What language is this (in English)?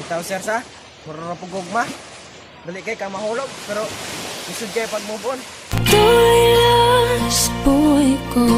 Cebuano